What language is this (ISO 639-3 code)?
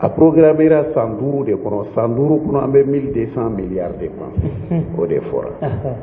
bam